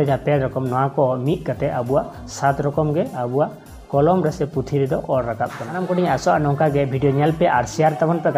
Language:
Santali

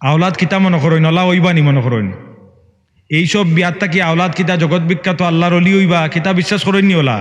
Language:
Sylheti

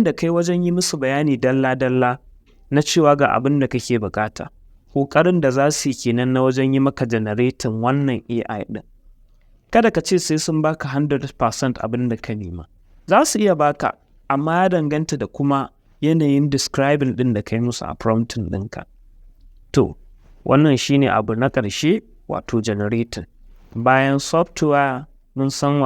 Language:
Hausa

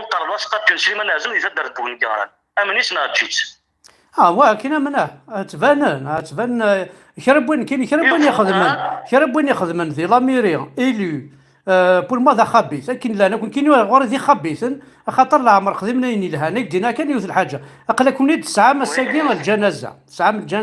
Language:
Kabyle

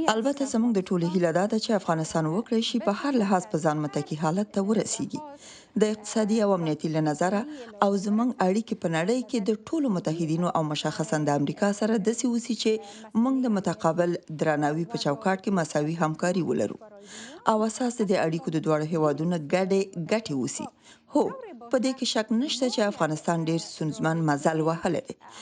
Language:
Pashto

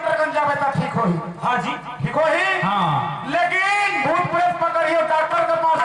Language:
Chhattisgarhi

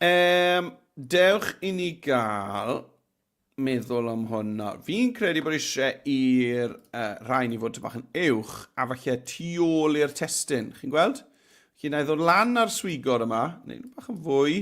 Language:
Welsh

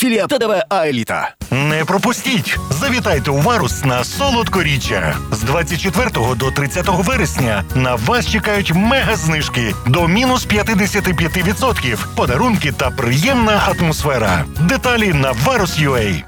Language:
Ukrainian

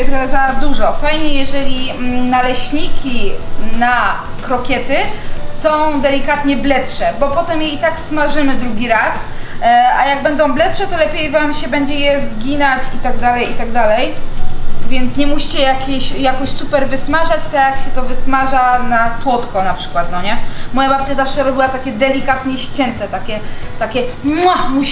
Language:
Polish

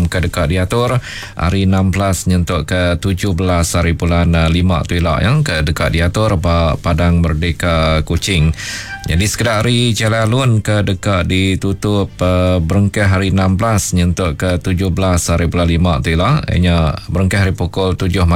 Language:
Iban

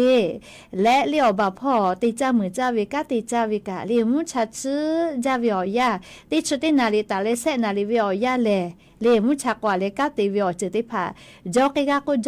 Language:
Lahu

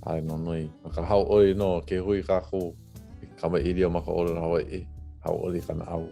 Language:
Hawaiian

